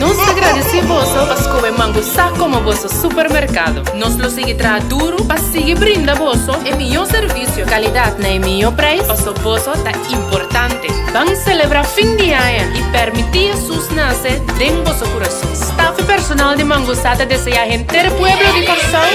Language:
Papiamento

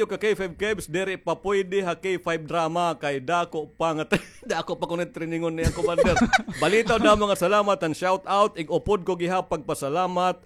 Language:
Waray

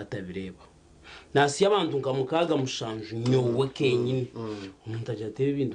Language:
Nyankole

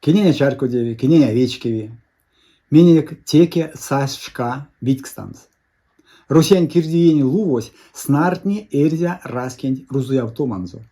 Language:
Erzya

